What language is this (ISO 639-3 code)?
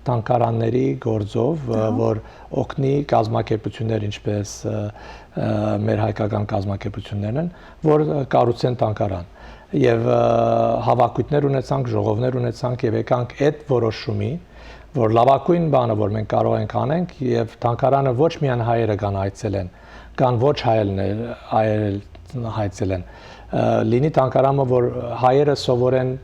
hyw